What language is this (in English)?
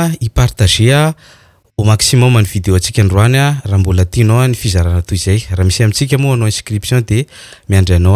Malagasy